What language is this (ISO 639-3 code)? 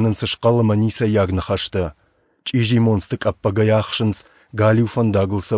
oss